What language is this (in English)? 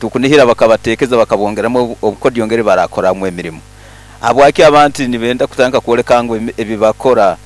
Nyankole